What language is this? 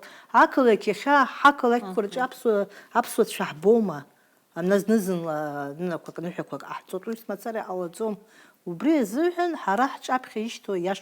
Abkhazian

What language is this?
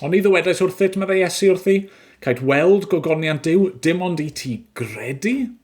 Welsh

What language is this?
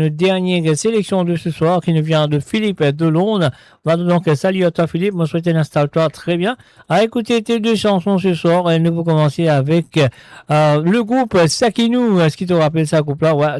Morisyen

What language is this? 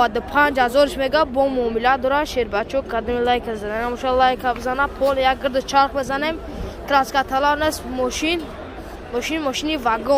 Tajik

